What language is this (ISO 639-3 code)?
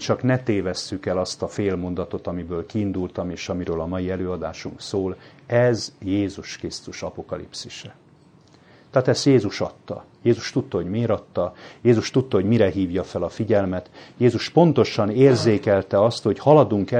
hun